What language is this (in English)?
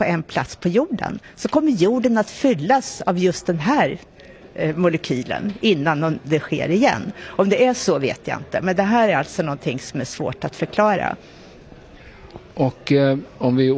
Swedish